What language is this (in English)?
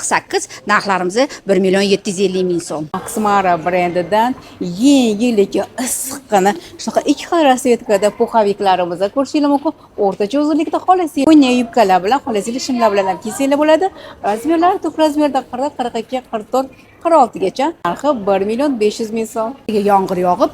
Uzbek